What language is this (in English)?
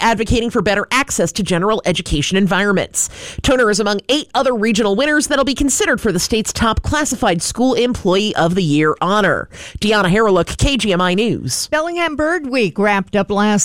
English